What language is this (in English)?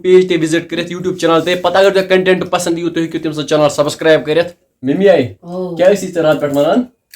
Kashmiri